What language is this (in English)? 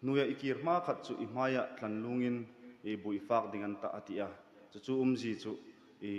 Hmar